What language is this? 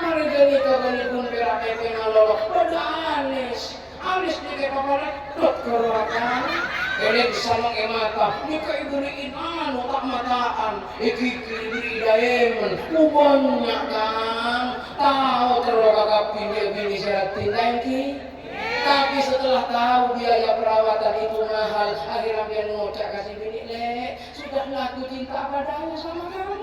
Madurese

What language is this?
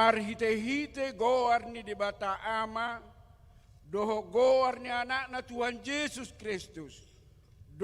Batak Toba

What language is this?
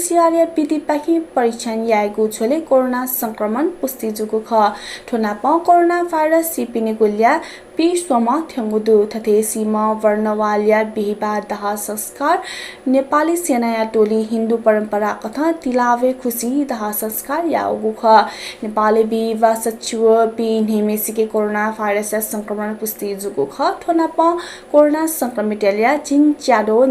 Newari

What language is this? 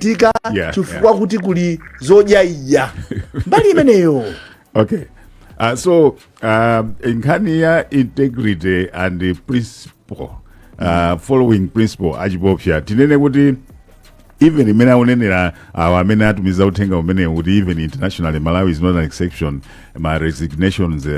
Nyanja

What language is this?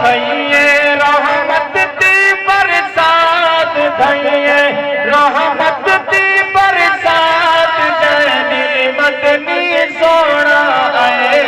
Saraiki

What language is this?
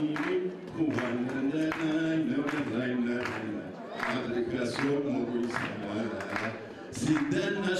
Adyghe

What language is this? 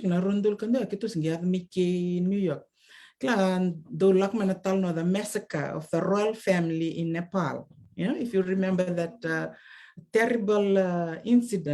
Fijian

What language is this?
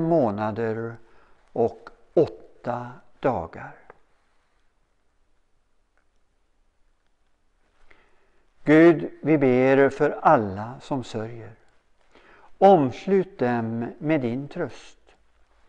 Swedish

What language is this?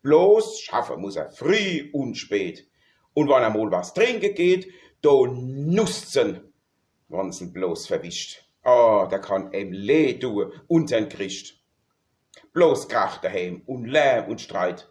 Palatine German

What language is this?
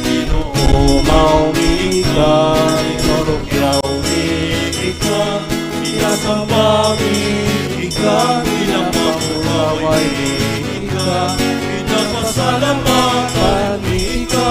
Bikol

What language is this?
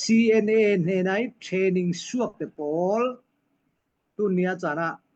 Falam Chin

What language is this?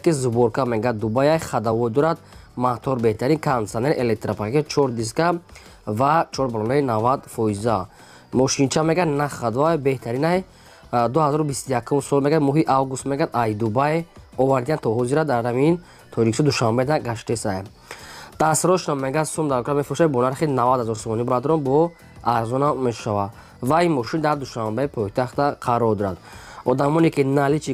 Tajik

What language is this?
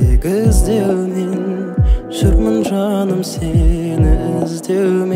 Kazakh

